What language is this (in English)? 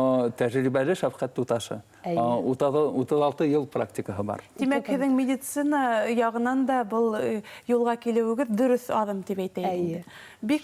Bashkir